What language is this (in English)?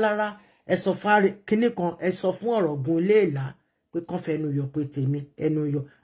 Yoruba